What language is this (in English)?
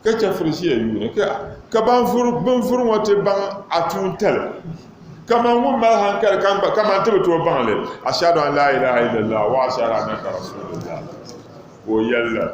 Dagbani